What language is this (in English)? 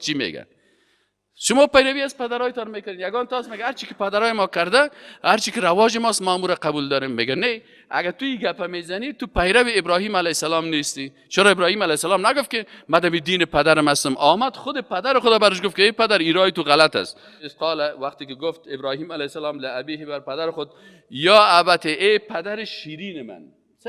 Persian